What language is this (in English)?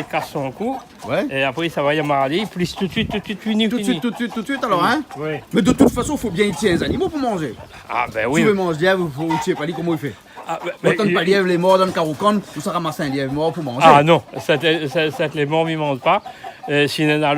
Réunion Creole French